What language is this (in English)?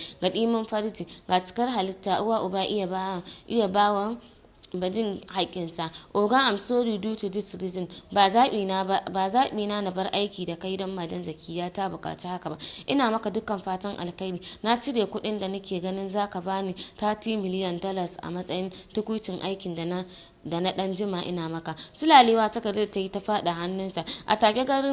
Hausa